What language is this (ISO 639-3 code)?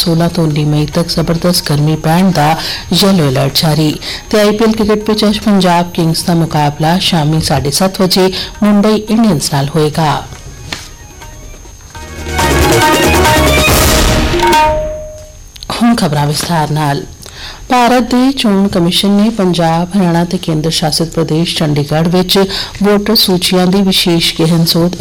pan